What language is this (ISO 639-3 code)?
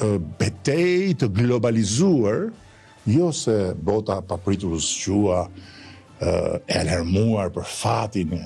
sqi